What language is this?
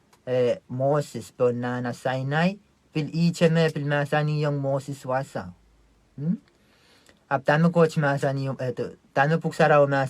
Pohnpeian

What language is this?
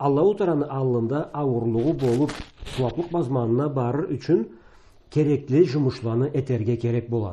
Karachay-Balkar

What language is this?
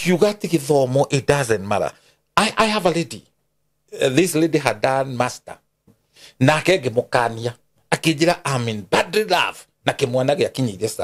Kikuyu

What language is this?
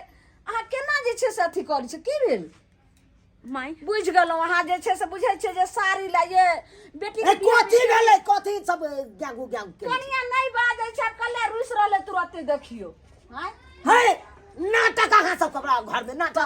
Maithili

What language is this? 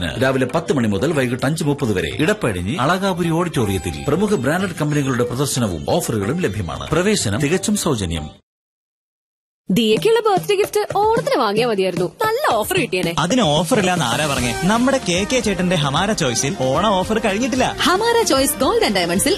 Malayalam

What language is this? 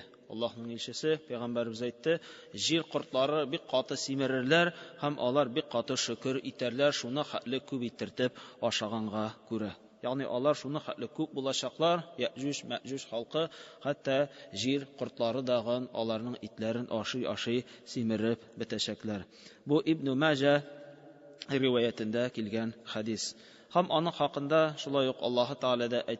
Tatar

